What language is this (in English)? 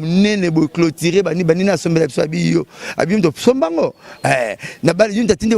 Lingala